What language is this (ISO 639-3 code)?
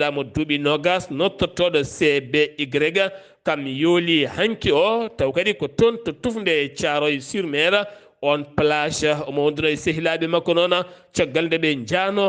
ful